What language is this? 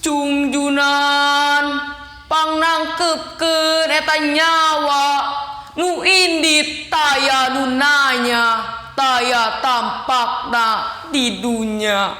Sundanese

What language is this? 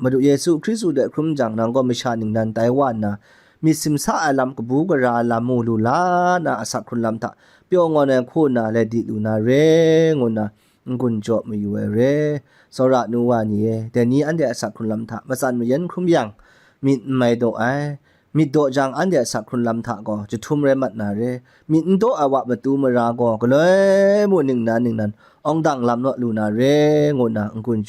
Kachin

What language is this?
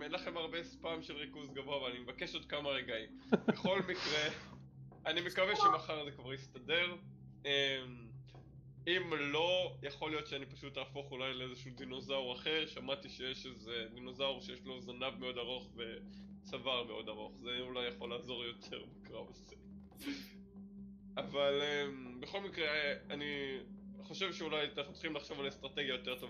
Hebrew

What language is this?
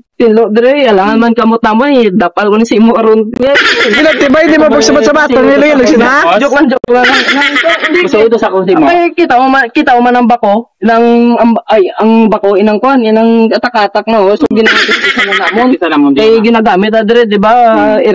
Hiligaynon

